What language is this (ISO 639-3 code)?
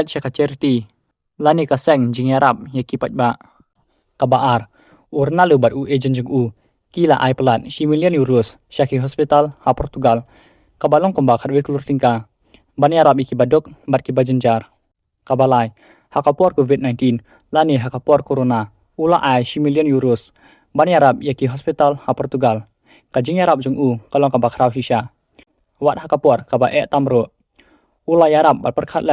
kha